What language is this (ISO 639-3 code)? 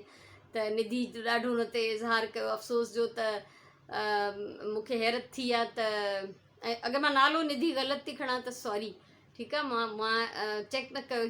snd